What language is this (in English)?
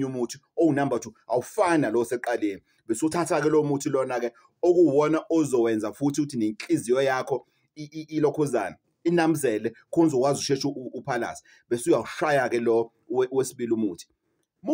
Zulu